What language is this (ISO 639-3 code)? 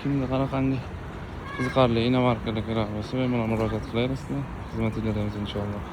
uzb